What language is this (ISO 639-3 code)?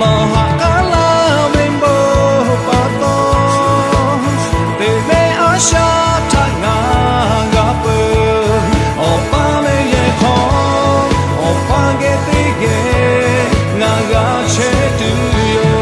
lhu